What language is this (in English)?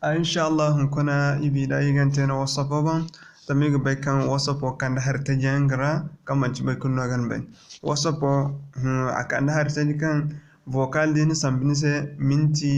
Zarma